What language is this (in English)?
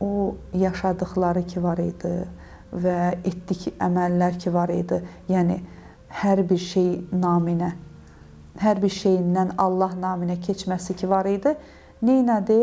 Azerbaijani